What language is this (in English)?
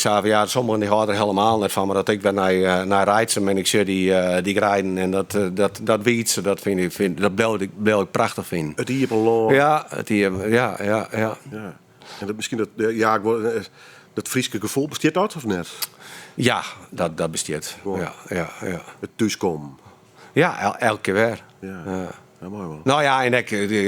Western Frisian